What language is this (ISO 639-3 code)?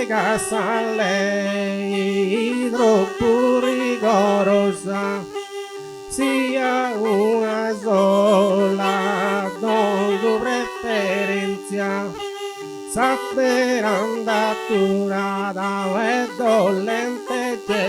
srd